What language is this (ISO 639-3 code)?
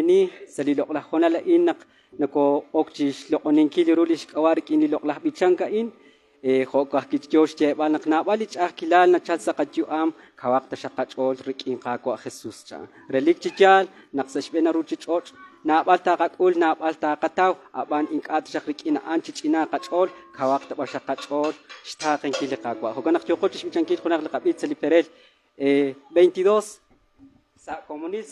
kek